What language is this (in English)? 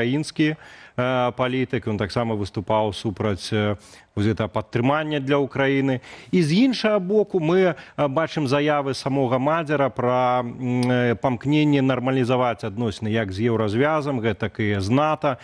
Belarusian